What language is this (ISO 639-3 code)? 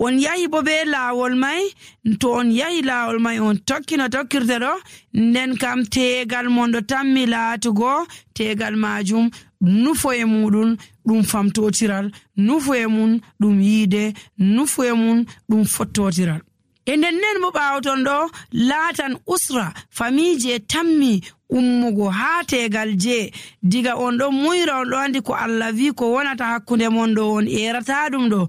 fuv